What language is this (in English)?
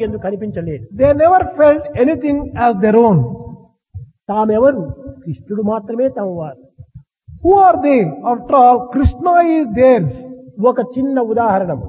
Telugu